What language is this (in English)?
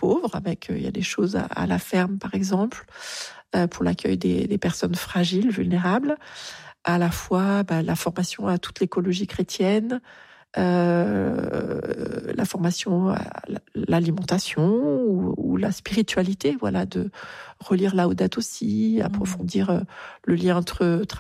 French